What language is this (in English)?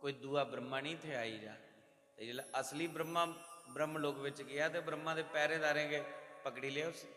Dogri